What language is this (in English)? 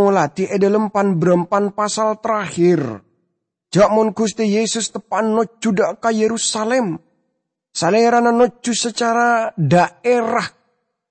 Madurese